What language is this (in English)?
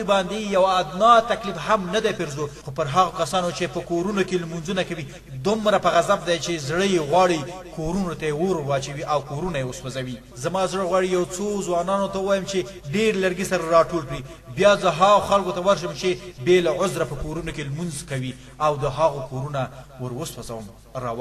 Pashto